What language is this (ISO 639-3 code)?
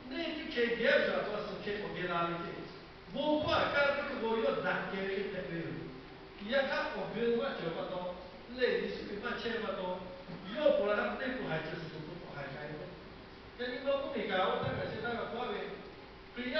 lhu